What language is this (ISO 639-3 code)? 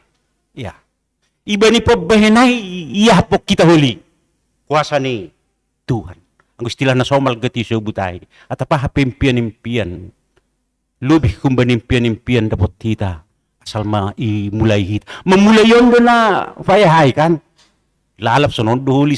bts